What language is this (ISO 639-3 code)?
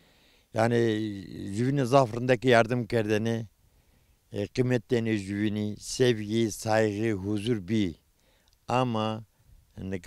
zza